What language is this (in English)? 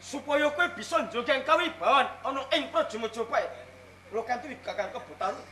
Javanese